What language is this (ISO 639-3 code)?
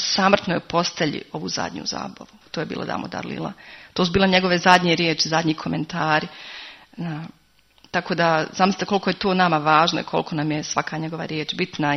hrv